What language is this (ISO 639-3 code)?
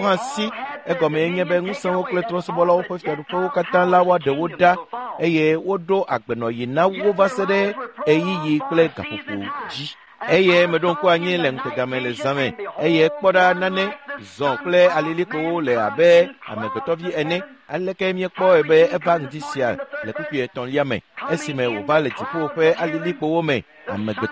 ewe